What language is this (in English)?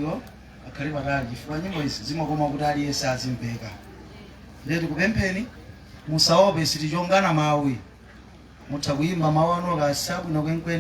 Nyanja